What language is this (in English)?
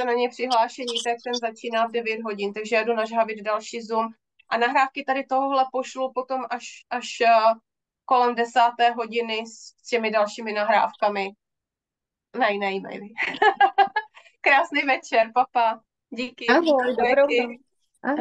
Czech